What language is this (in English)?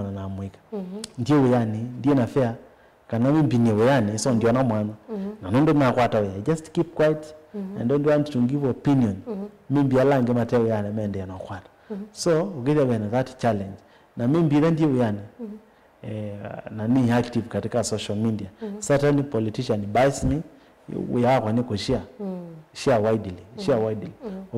Kamba